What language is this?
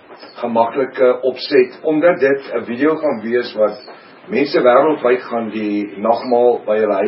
Afrikaans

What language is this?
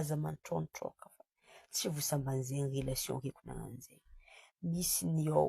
Malagasy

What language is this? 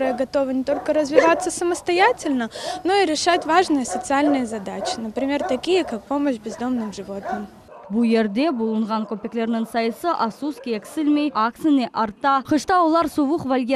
Crimean Tatar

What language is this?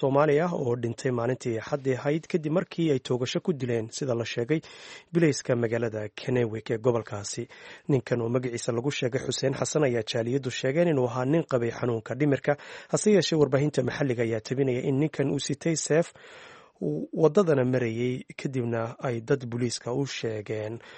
Somali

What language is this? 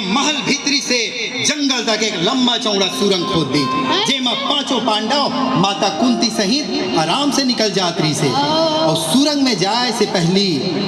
Chhattisgarhi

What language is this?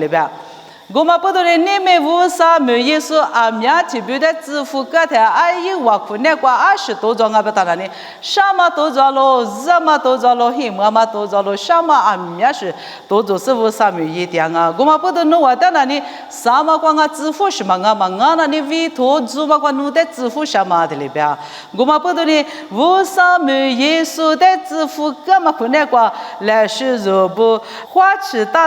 Lisu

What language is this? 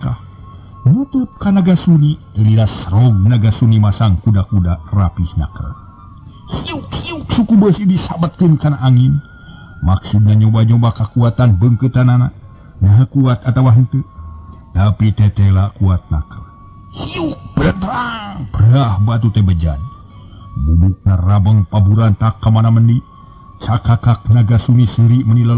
Sundanese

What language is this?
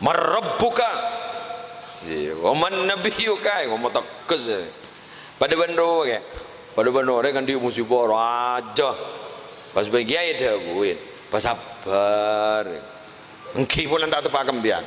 Madurese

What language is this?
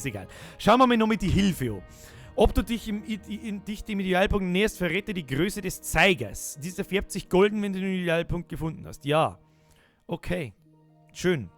Bavarian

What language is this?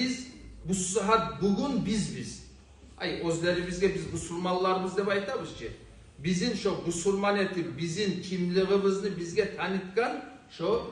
Kumyk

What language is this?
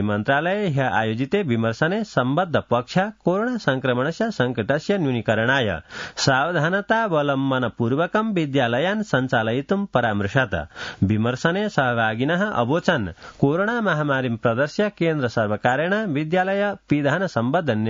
Sanskrit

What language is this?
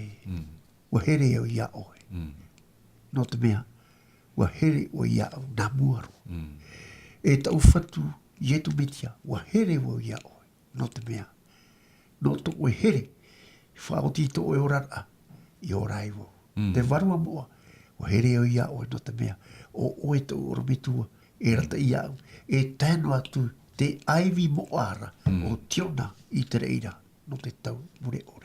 Tahitian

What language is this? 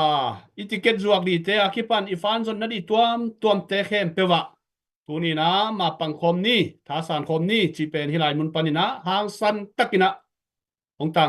Tedim Chin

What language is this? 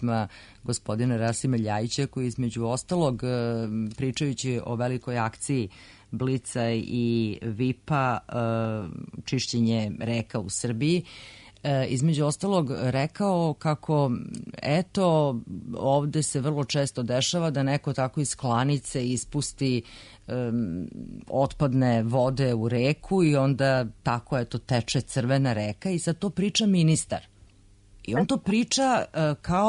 Serbian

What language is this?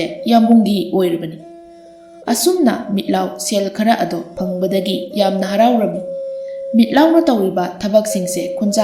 Manipuri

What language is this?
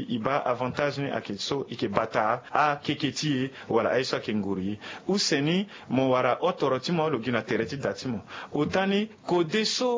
Sango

